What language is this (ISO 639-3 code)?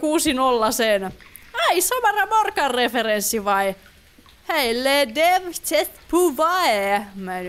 fin